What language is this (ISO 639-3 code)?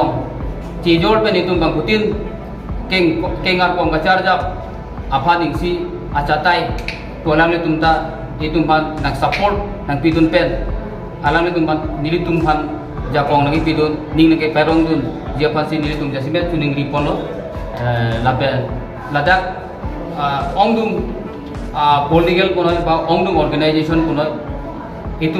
mjw